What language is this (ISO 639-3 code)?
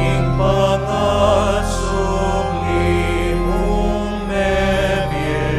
pam